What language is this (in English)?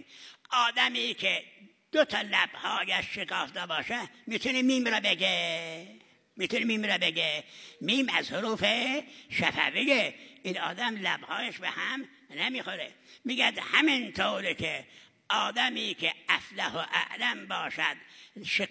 Persian